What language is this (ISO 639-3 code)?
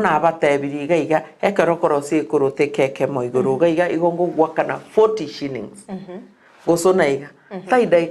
guz